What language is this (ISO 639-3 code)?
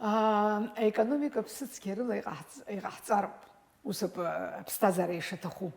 abk